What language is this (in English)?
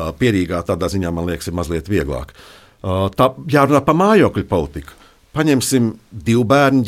Latvian